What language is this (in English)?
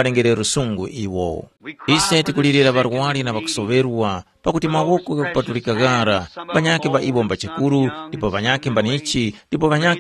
Tumbuka